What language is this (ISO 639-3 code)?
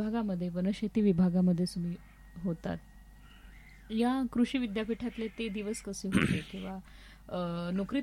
mar